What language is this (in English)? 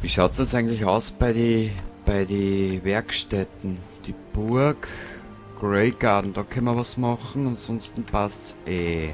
Bavarian